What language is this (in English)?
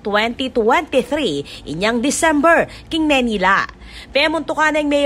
Pampanga